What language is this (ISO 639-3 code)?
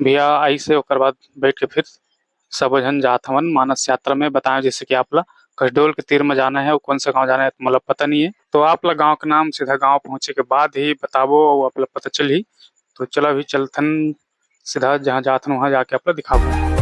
hne